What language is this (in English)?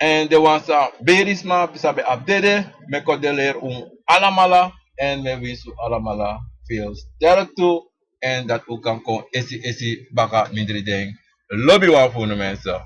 Sranan Tongo